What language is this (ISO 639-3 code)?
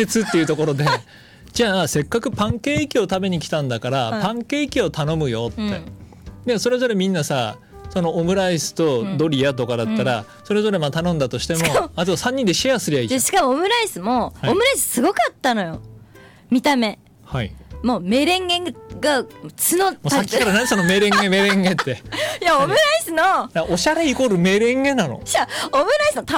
jpn